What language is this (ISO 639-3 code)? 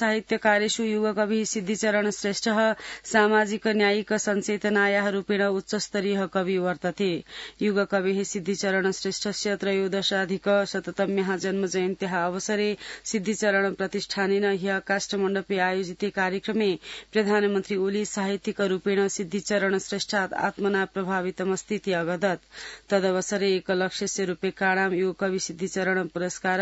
san